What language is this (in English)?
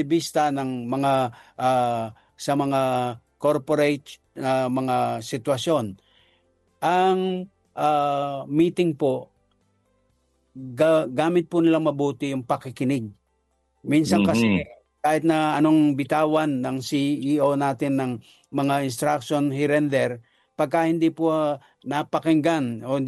Filipino